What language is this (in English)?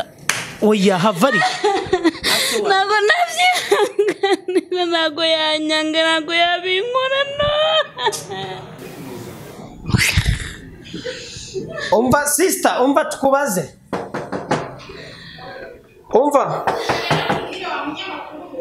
Kinyarwanda